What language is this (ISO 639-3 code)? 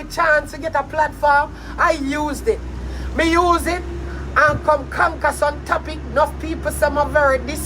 jam